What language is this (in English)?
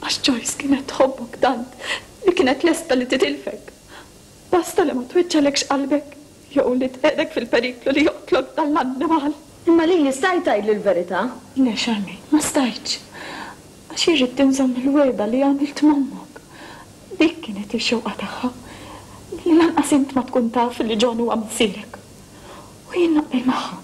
Maltese